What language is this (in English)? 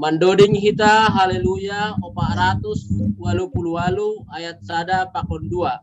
Batak Simalungun